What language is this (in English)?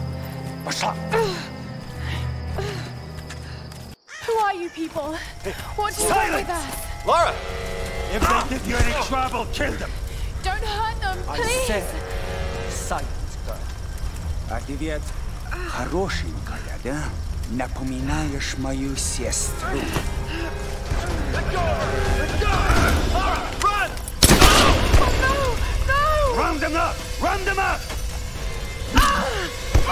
English